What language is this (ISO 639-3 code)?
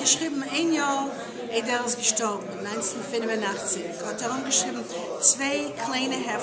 yid